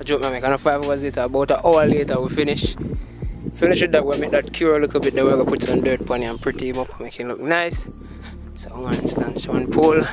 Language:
Jamaican Creole English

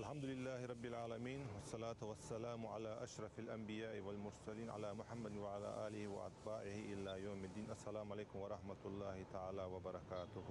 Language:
Ingush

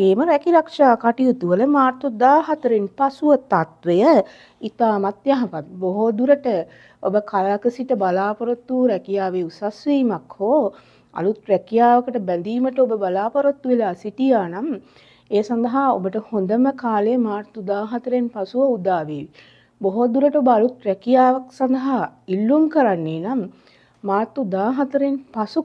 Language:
Sinhala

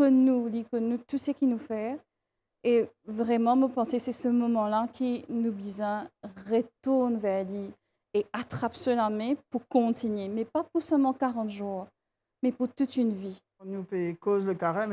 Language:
Morisyen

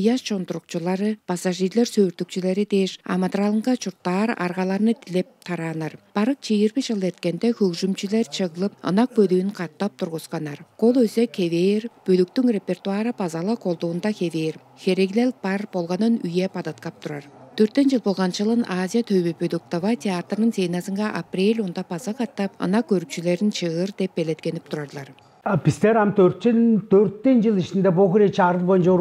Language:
Tuvinian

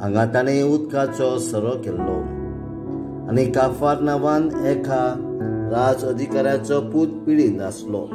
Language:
Konkani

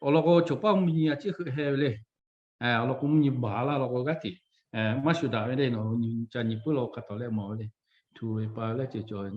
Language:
Lahu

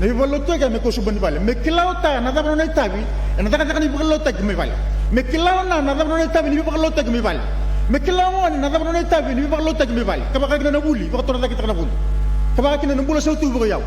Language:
Fijian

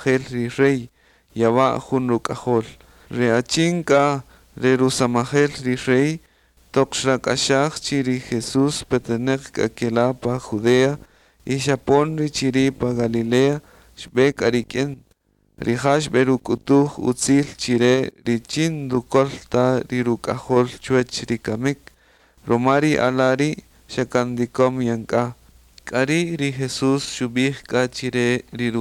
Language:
Kaqchikel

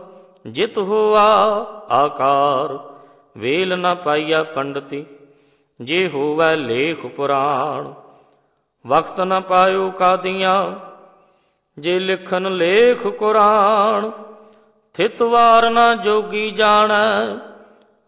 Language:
Punjabi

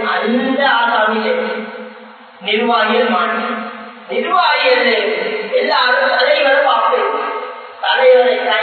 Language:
Tamil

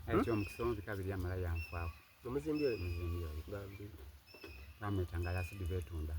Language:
Soga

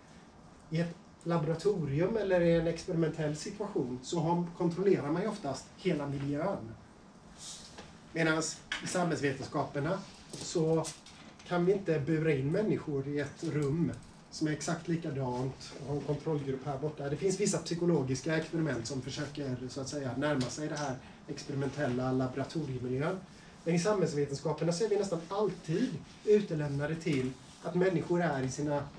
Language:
Swedish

